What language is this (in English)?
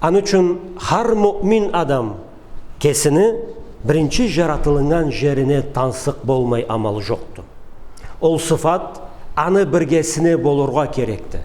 Karachay-Balkar